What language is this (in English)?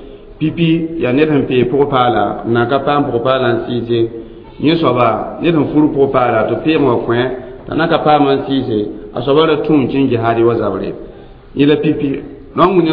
Mossi